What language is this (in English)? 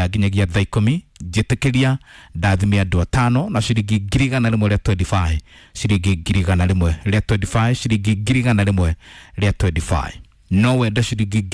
Kikuyu